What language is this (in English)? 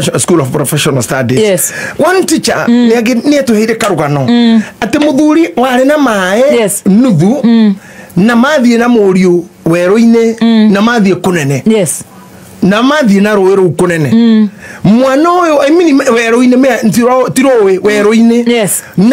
Kikuyu